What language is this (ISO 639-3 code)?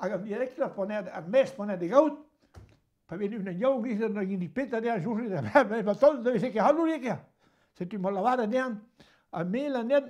bre